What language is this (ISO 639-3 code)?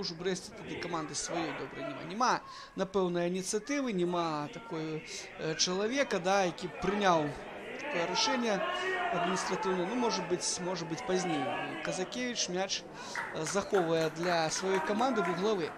bel